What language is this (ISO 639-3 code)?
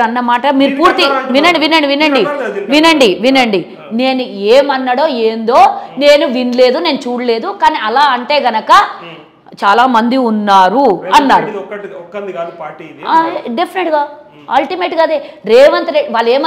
tel